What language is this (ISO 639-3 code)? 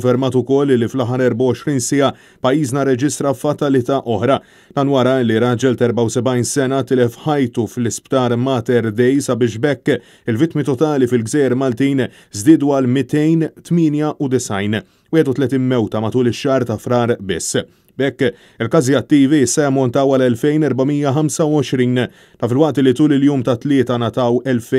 mlt